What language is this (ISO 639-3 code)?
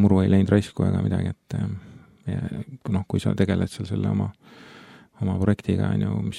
est